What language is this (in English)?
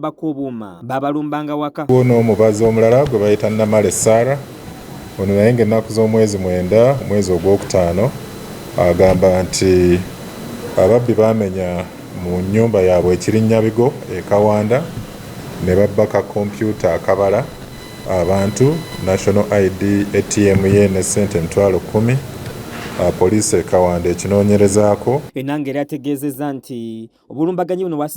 Ganda